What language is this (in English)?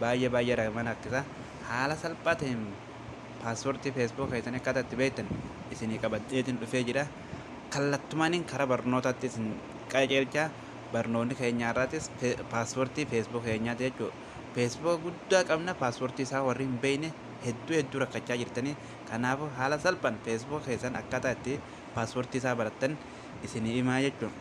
Oromo